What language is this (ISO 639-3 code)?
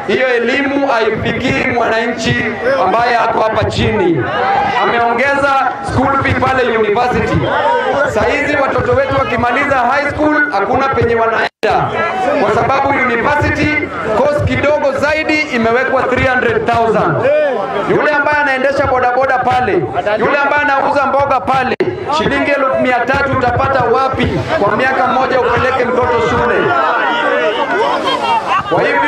swa